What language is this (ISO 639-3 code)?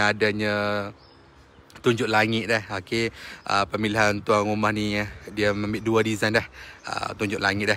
msa